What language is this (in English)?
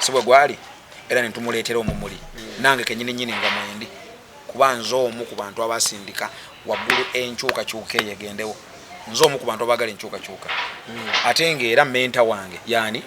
Ganda